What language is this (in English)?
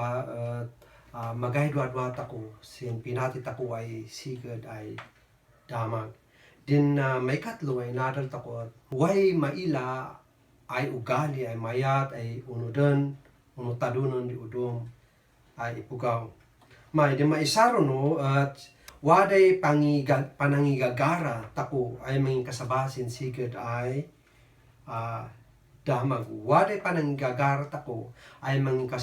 Kankanaey